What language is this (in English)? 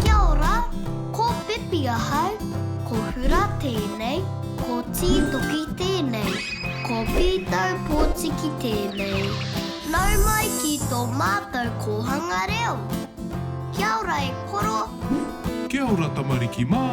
Māori